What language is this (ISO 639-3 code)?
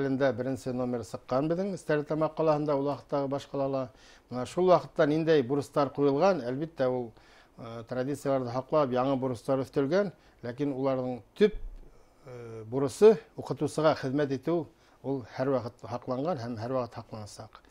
bak